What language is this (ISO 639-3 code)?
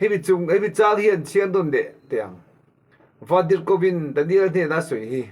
lus